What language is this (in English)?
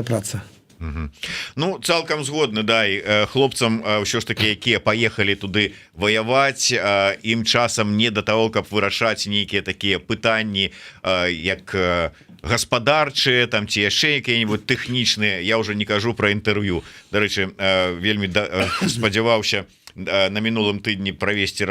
Belarusian